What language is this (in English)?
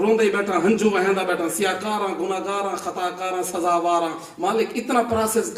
Saraiki